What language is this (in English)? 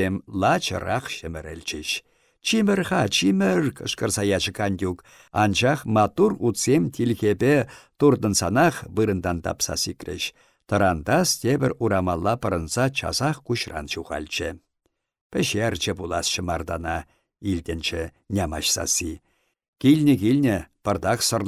Chuvash